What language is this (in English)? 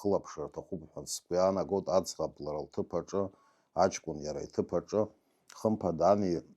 Abkhazian